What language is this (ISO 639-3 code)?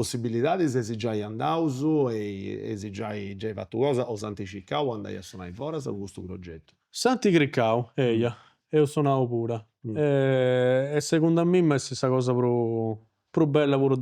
srd